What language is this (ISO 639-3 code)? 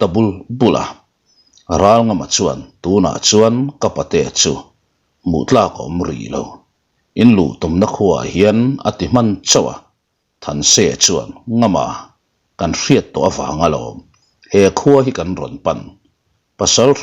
lus